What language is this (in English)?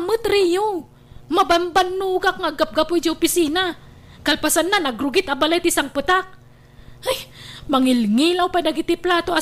Iloko